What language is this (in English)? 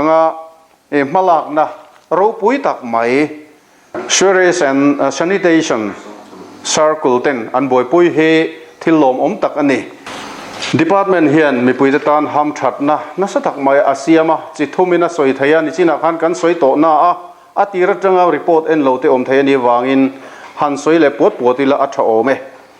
Mizo